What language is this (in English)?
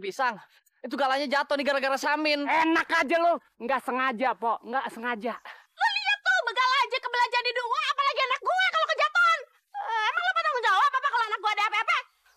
Betawi